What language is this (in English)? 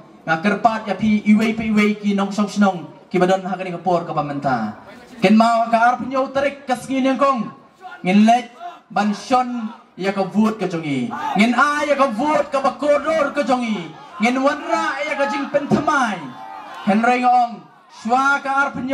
Khasi